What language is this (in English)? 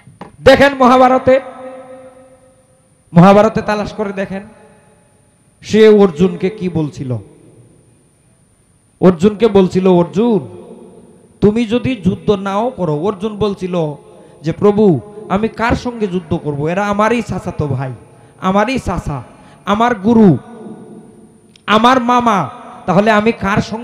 Bangla